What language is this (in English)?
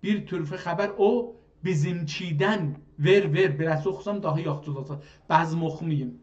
South Azerbaijani